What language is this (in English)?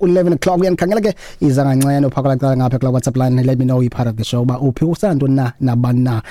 Xhosa